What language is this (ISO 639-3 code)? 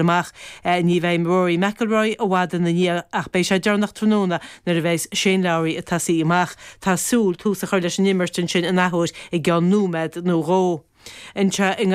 gle